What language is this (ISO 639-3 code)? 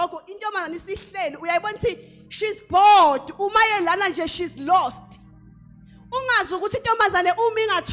zul